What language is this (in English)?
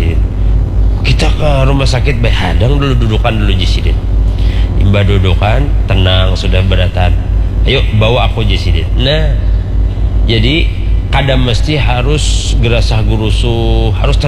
Banjar